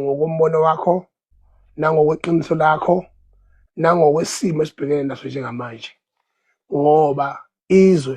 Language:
Zulu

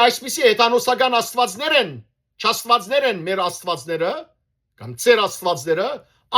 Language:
Western Armenian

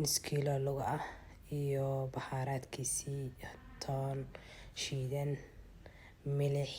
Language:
Somali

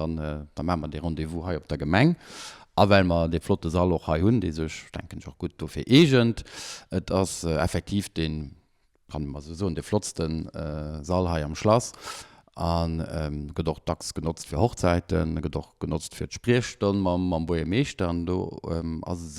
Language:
Luxembourgish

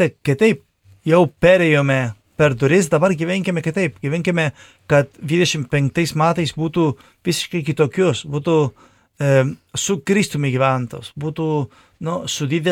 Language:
Lithuanian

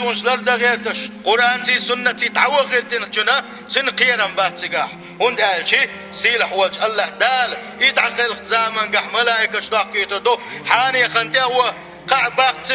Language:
Chechen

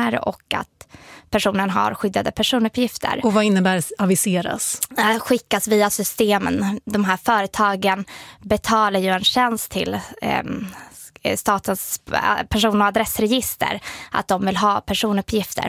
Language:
Swedish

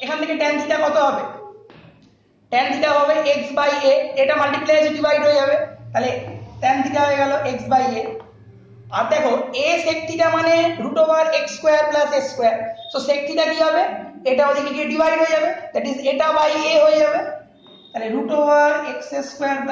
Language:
Bangla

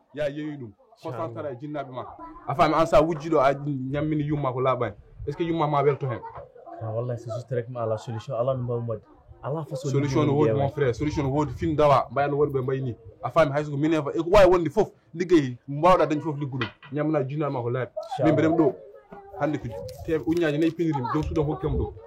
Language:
Fula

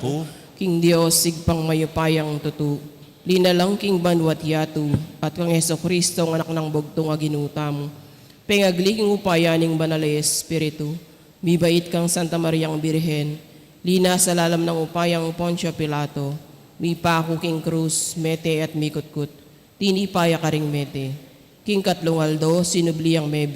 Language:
Pampanga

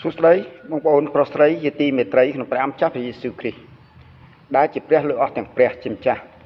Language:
Khmer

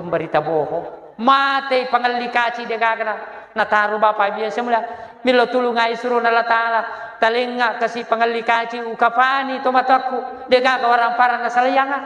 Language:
Buginese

